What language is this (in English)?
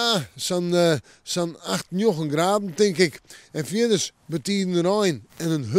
Western Frisian